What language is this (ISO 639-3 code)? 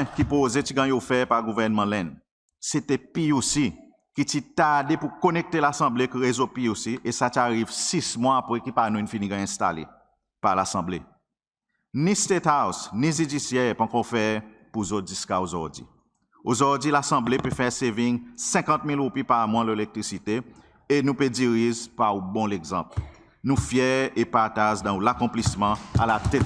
crs